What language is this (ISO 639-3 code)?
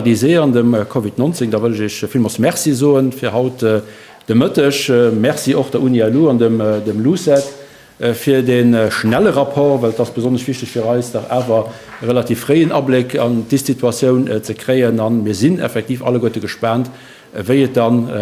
ltz